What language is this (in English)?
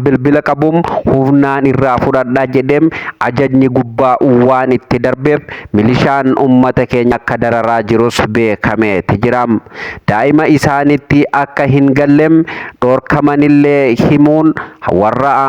Oromo